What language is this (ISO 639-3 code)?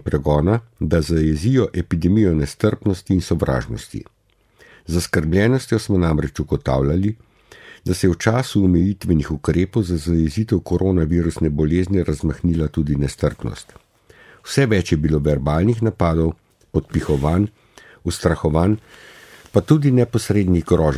slv